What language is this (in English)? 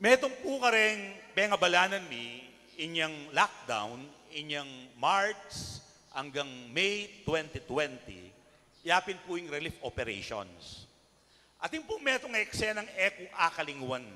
Pampanga